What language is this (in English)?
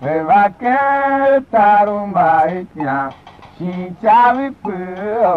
Tiv